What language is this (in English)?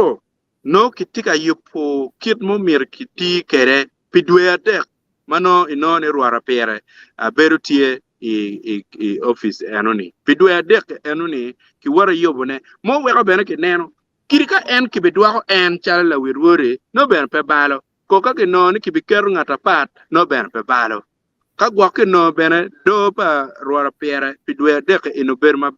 Acoli